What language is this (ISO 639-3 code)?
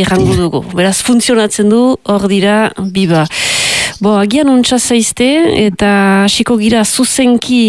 eus